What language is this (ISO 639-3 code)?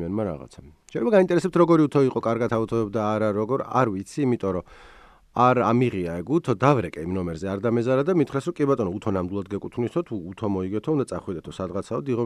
kat